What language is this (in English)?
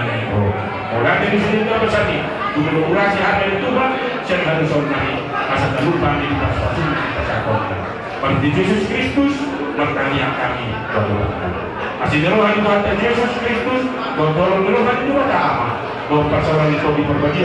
Batak Toba